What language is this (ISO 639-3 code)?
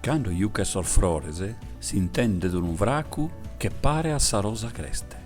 srd